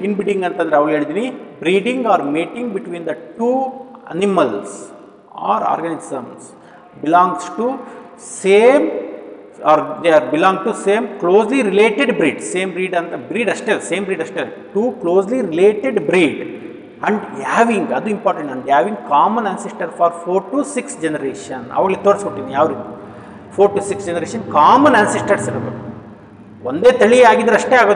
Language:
Kannada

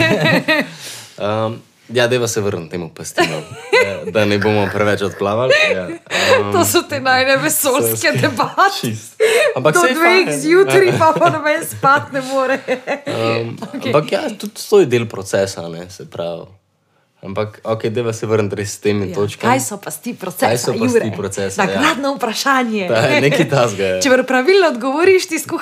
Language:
Slovenian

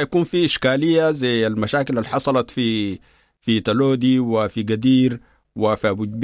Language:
Sudanese Arabic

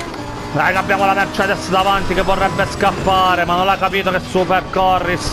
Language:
Italian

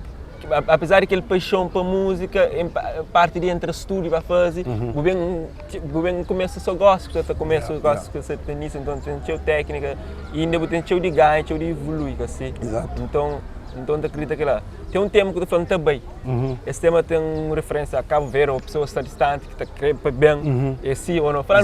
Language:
Kabuverdianu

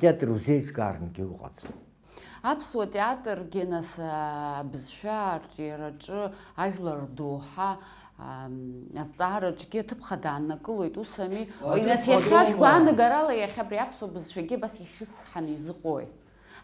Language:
Abkhazian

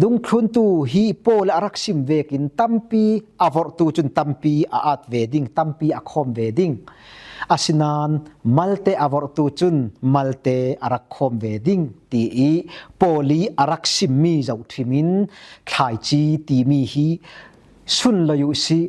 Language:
Falam Chin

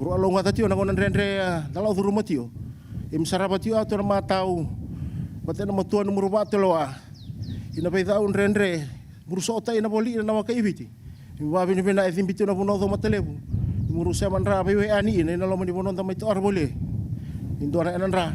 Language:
Fijian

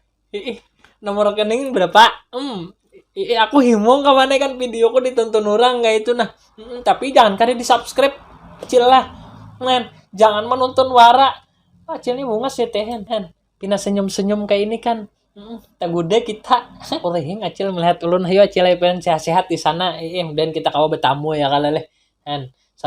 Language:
Banjar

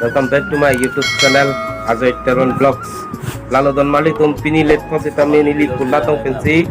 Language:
Karbi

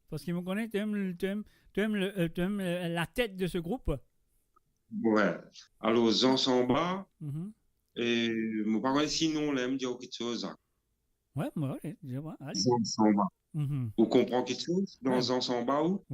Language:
Morisyen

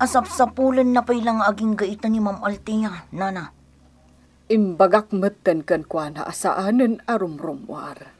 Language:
Iloko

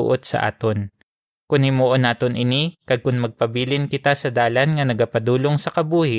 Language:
Hiligaynon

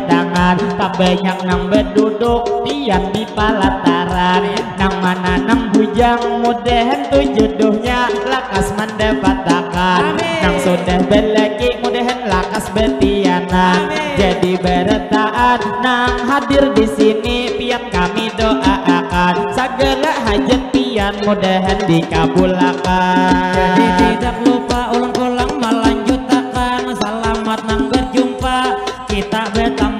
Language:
Banjar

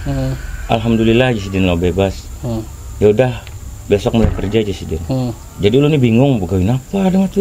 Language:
Banjar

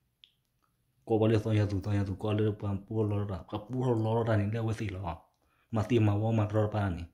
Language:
S'gaw Karen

